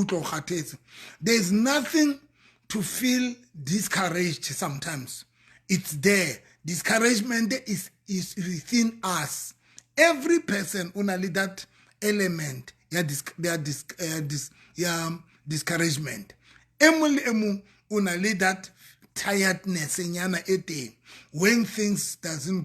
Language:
Southern Sotho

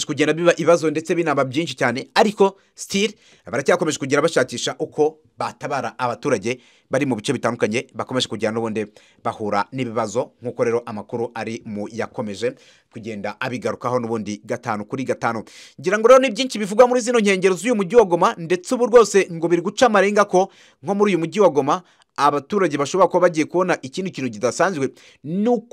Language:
Kinyarwanda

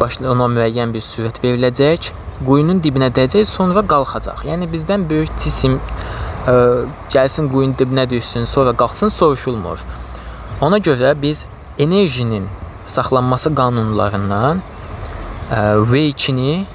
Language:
Azerbaijani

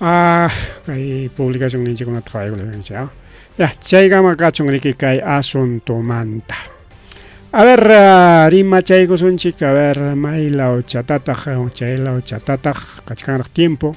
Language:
Ayacucho Quechua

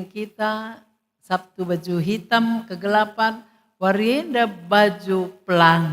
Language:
Batak Karo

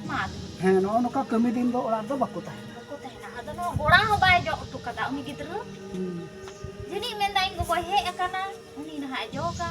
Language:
Santali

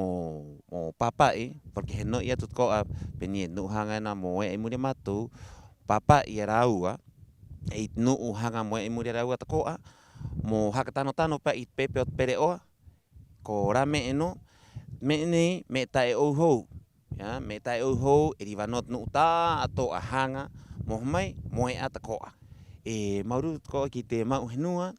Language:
Rapanui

